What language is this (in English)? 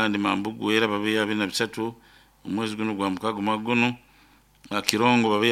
Nyoro